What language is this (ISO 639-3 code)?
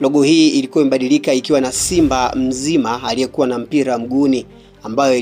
swa